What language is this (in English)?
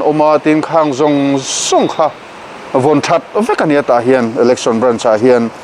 Mizo